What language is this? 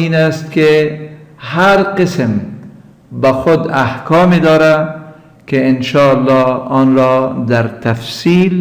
Tajik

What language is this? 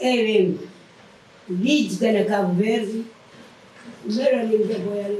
Kabuverdianu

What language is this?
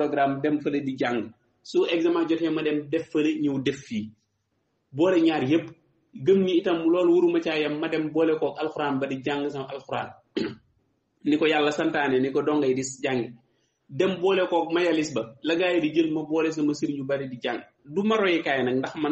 Wolof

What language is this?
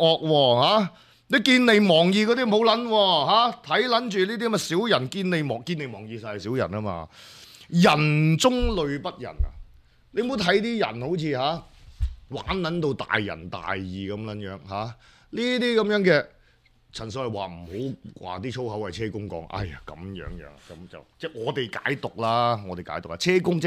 Cantonese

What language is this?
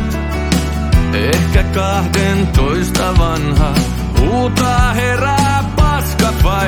Finnish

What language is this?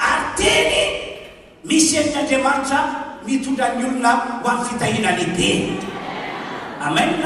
Malagasy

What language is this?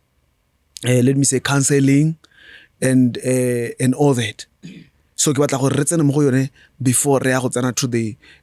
Tswana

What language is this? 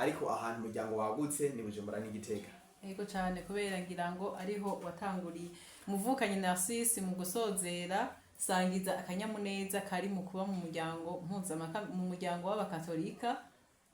Rundi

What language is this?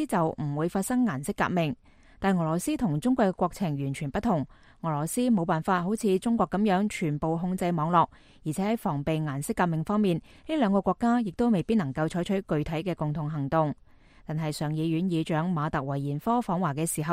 Cantonese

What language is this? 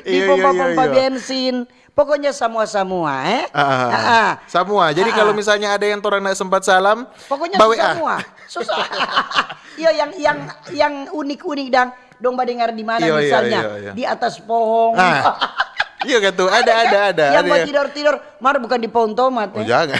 Manado Malay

